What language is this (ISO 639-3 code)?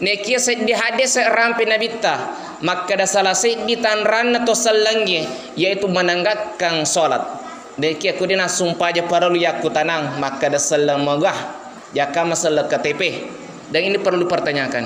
bug